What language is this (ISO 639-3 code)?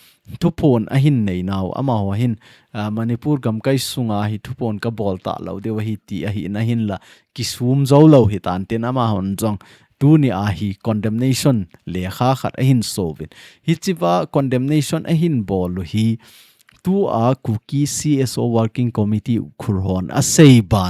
tcz